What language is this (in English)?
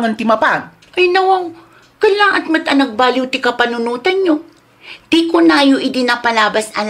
Iloko